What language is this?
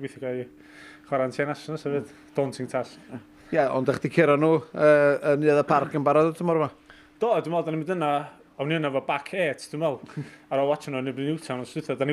Welsh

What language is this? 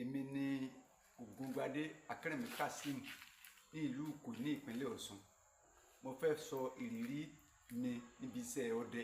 Yoruba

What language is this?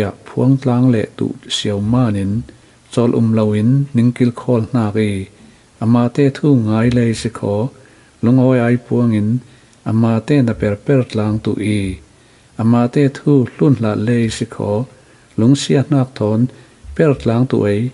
Falam Chin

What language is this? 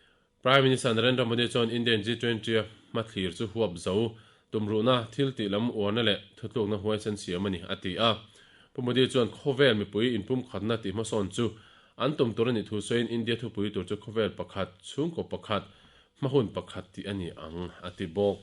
Mizo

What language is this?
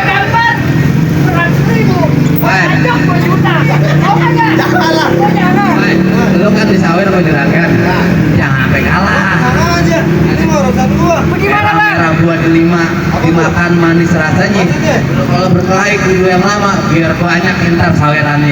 Betawi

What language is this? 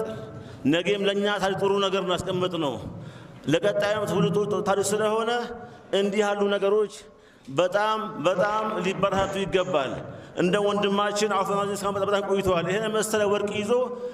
Amharic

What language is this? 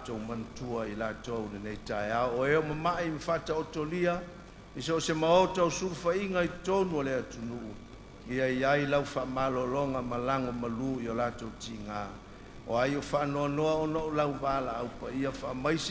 Samoan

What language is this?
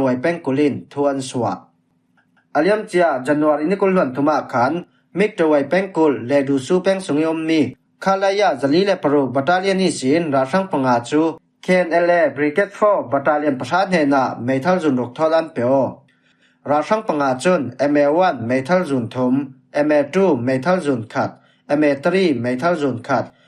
Falam Chin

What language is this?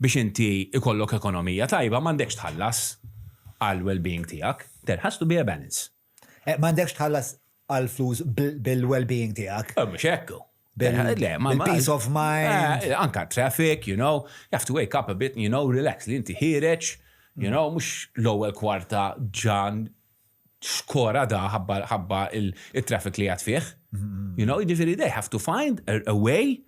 Maltese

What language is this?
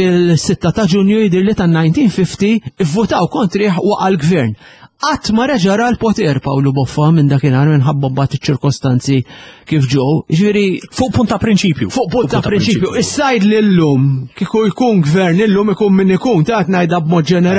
Maltese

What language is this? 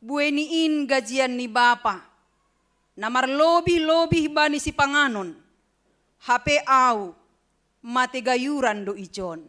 Batak Simalungun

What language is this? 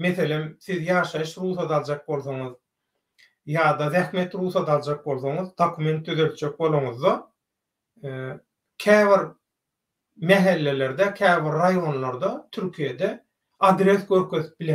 Turkmen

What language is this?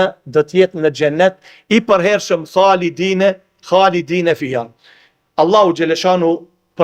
Albanian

